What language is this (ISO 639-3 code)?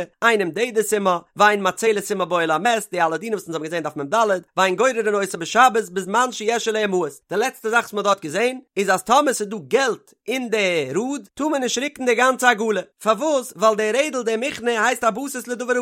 yid